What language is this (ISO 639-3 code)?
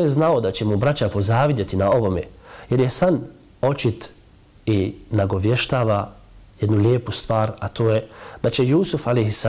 bos